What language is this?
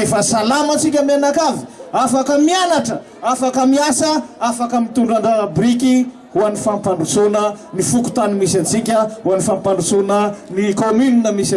Malagasy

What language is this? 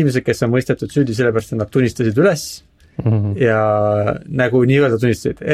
Estonian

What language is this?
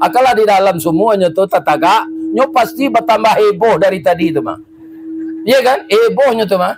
Minangkabau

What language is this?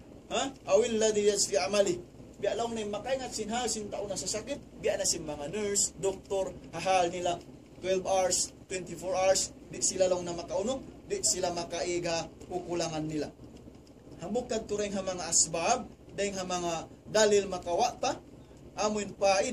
Tausug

